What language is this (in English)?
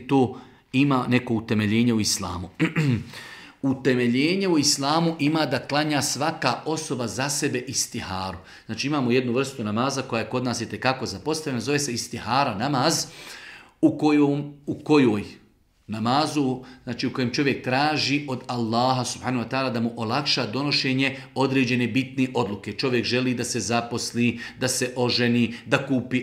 Bosnian